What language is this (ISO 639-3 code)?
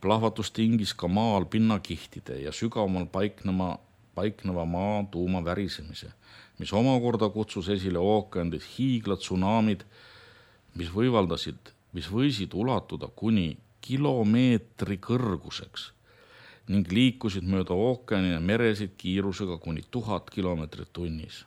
est